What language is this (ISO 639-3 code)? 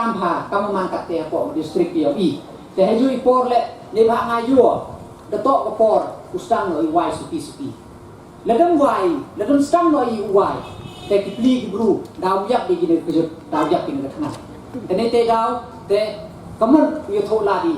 pbv